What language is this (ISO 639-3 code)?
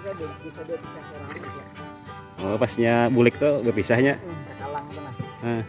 bjn